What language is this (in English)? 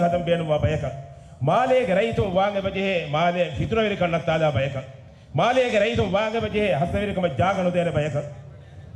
Divehi